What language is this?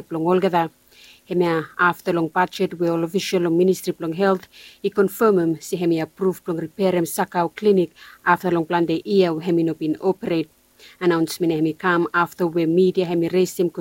Bislama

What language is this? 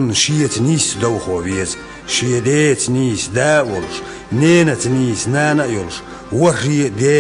Chechen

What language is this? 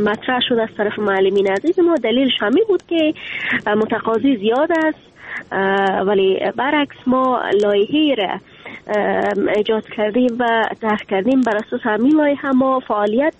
Persian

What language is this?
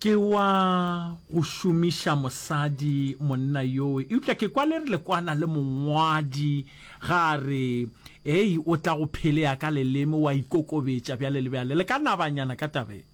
Northern Sotho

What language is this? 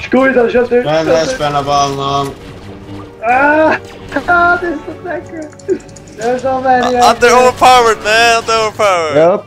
Faroese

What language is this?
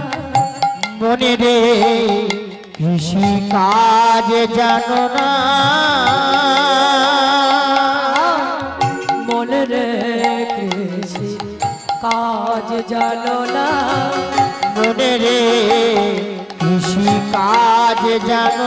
Bangla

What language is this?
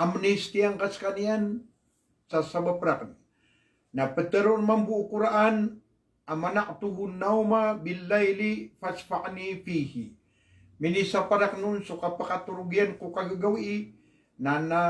Maranao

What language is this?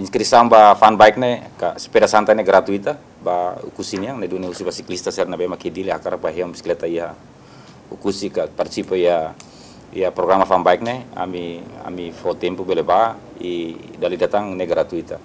Tetum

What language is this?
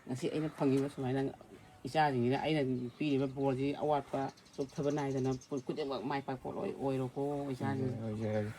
Manipuri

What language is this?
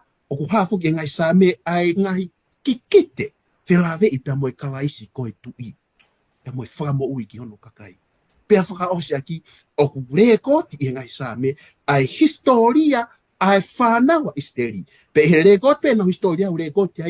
Tongan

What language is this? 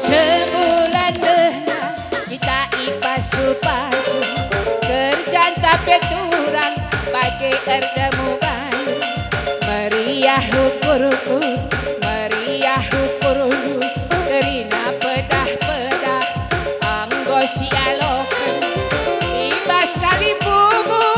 Batak Karo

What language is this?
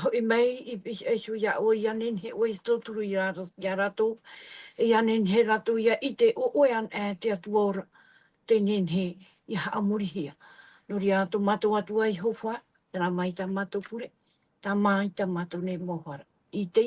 Tahitian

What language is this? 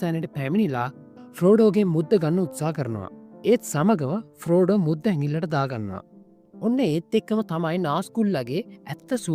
Sinhala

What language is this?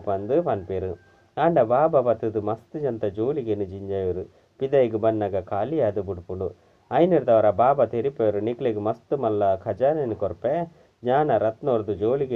Tulu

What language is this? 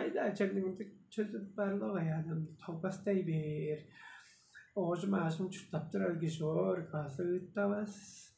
Tuvinian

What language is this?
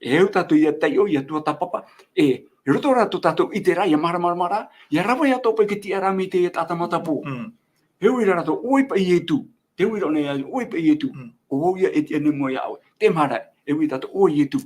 Tahitian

